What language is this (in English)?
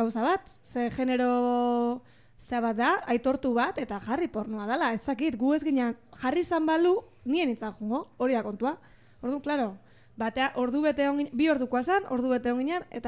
Basque